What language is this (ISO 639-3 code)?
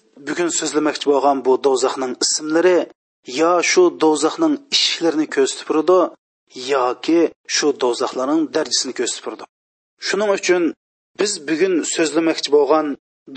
uig